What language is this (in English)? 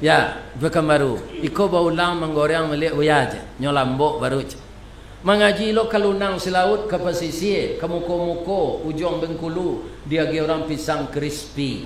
Minangkabau